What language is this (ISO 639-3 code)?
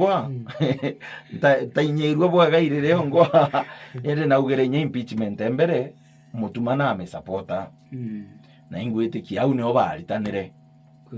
mer